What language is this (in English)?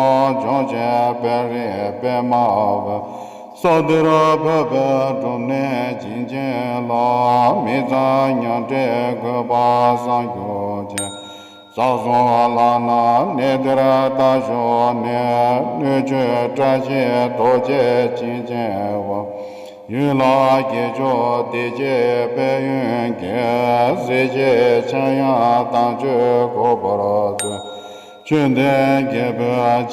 Tibetan